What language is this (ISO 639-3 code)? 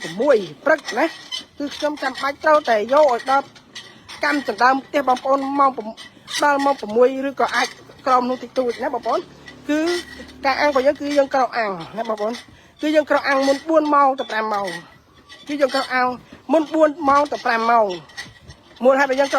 khm